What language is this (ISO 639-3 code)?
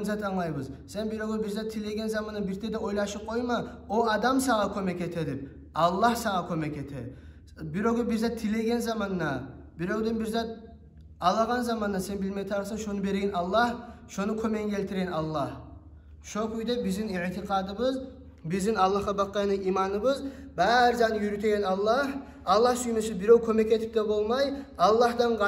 kum